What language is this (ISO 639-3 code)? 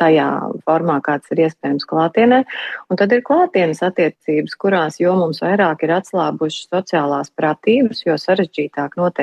lav